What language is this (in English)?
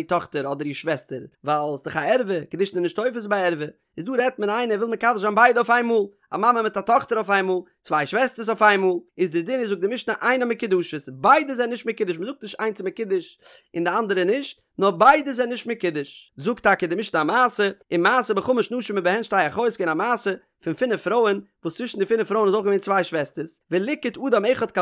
Yiddish